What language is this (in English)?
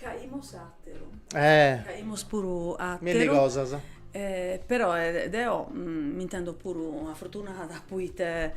Sardinian